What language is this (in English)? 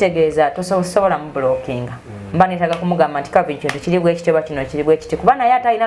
Ganda